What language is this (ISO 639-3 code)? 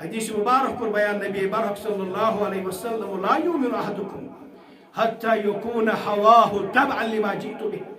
kas